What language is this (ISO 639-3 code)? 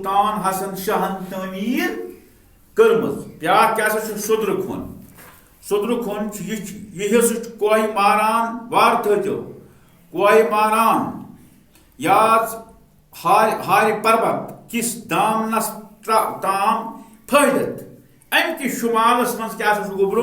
kas